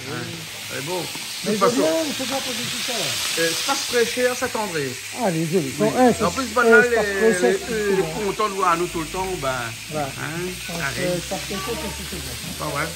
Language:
Réunion Creole French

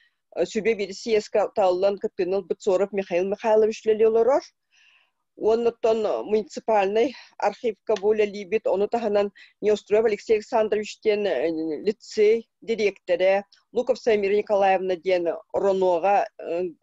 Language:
Yakut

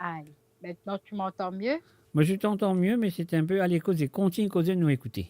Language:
Morisyen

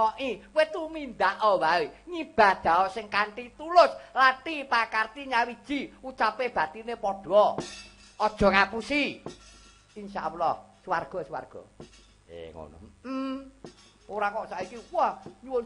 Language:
Javanese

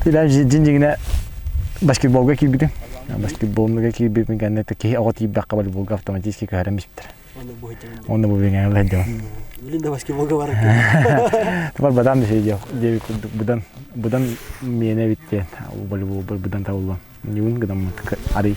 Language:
Yakut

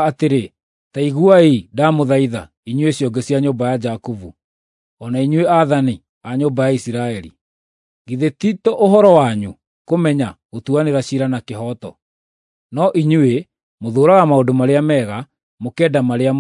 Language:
Kikuyu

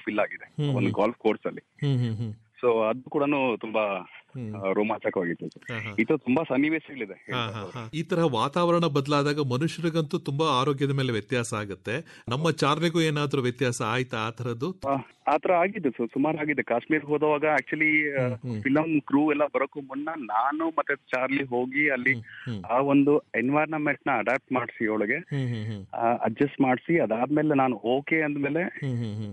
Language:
Kannada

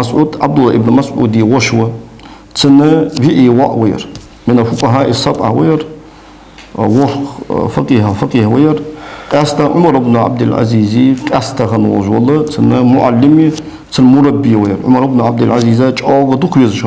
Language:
Ingush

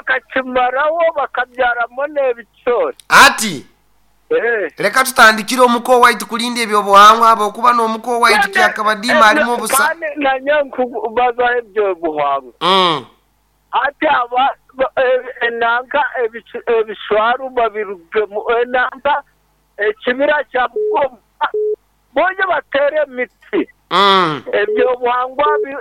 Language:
Nyoro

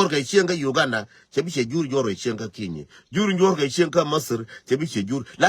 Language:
Nuer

